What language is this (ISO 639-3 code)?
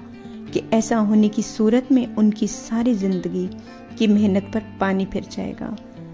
urd